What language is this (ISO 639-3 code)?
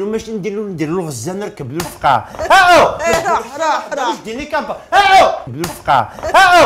arq